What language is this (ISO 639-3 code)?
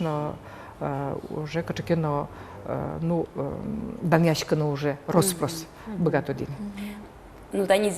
udm